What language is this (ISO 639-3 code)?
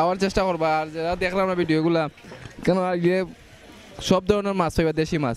syl